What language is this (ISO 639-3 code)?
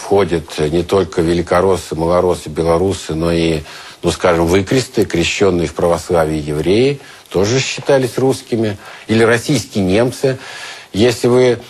rus